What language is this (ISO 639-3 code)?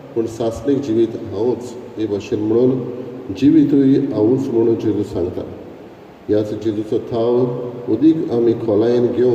kok